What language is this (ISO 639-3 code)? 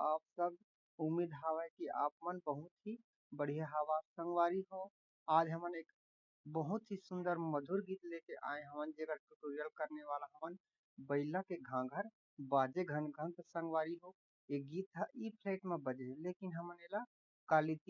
hne